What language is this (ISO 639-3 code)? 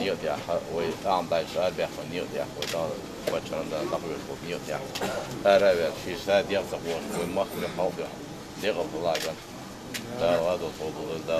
che